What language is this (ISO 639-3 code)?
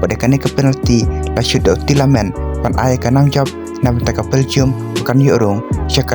kha